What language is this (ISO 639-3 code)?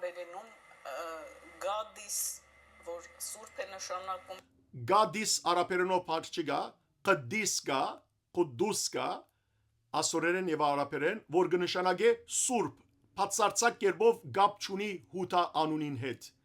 hyw